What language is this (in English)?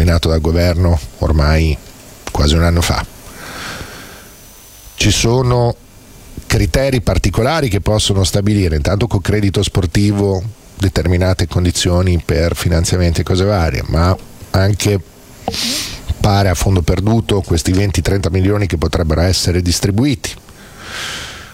Italian